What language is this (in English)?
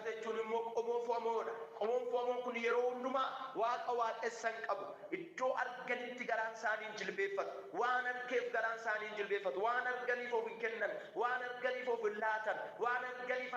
Oromo